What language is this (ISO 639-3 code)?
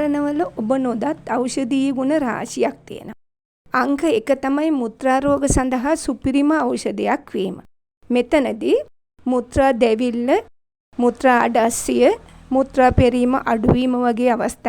sin